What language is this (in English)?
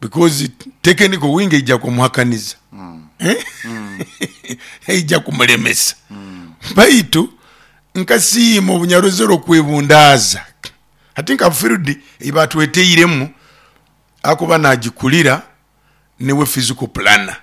Nyoro